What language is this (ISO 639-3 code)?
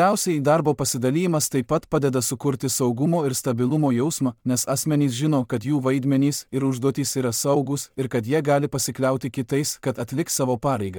lit